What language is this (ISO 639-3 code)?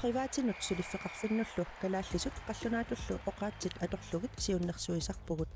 kal